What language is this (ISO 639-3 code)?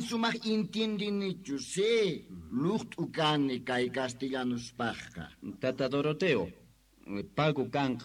que